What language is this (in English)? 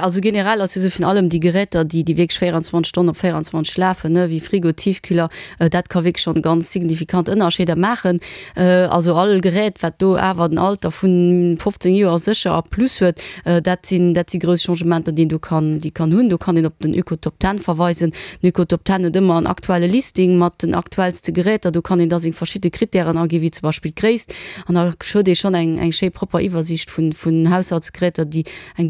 Luxembourgish